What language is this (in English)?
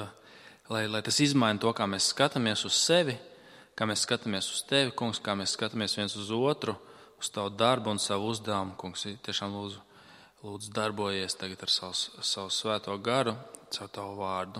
Latvian